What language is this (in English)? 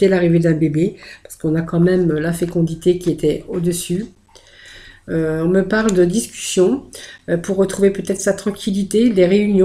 French